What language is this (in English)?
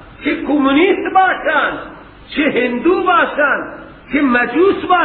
Persian